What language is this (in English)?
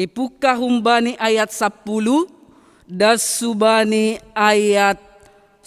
Batak Simalungun